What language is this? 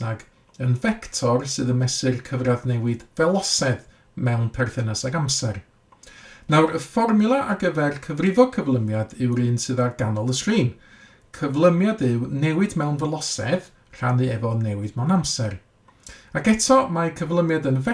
Welsh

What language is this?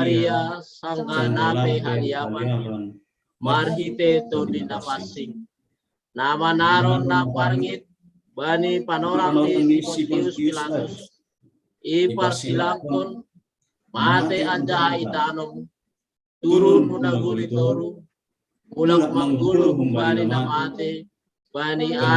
Batak Simalungun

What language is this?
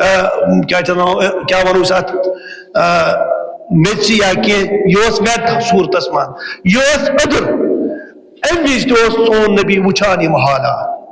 Kashmiri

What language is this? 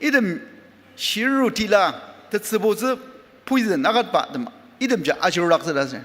Ao Naga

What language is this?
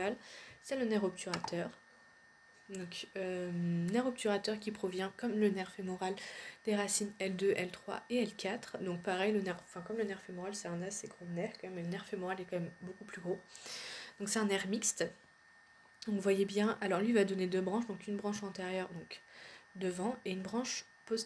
French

